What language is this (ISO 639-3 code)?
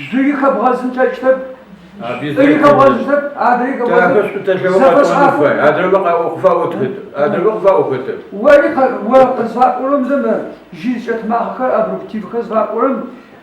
ady